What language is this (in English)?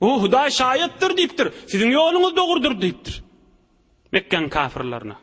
Turkmen